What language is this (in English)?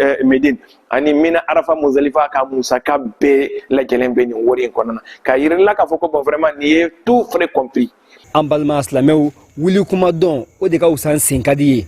Bambara